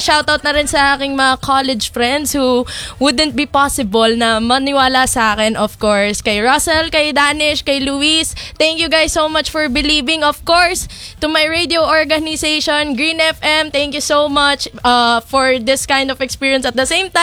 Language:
Filipino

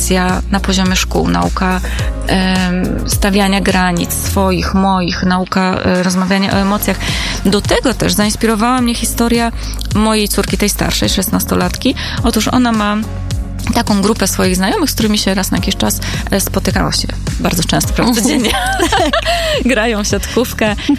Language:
Polish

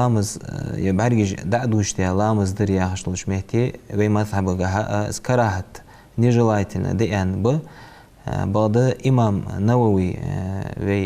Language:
Ingush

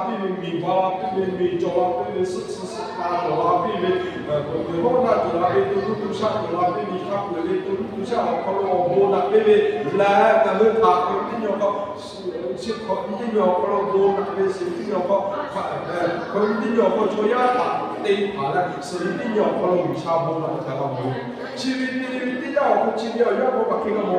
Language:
Lahu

